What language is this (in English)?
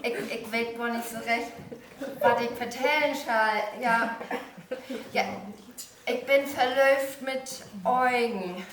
Low German